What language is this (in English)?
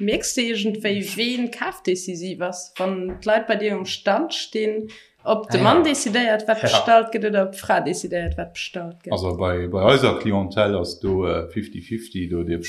Luxembourgish